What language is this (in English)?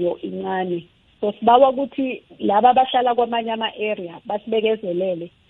South Ndebele